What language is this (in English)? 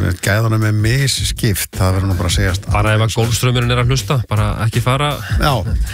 Icelandic